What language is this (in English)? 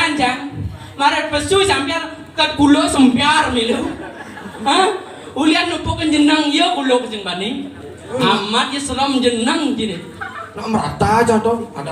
Balinese